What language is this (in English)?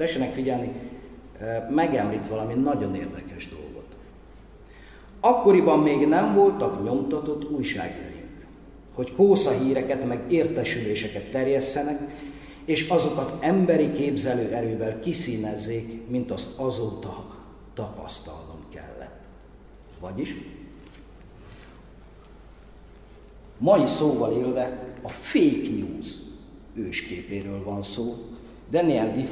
Hungarian